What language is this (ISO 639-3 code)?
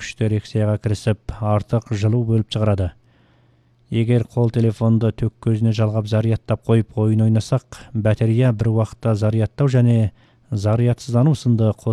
kaz